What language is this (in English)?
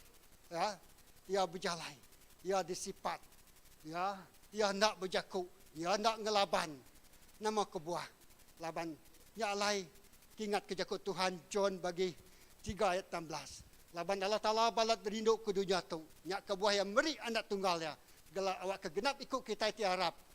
Iban